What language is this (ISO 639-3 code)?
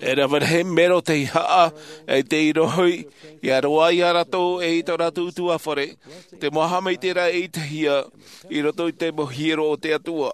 tah